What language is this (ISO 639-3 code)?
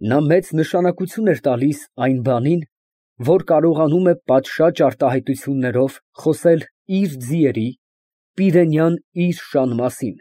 hye